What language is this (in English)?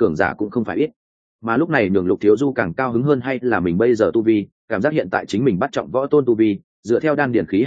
Vietnamese